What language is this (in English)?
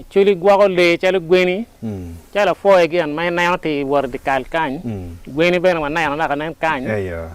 Acoli